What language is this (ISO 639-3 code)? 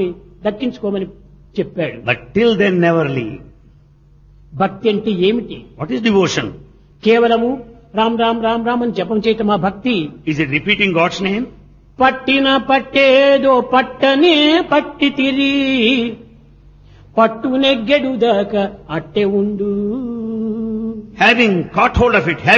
tel